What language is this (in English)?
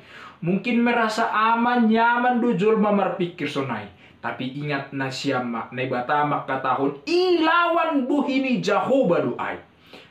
Batak Simalungun